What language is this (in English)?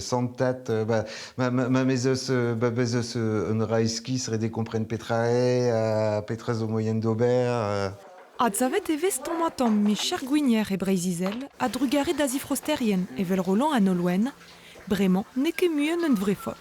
Breton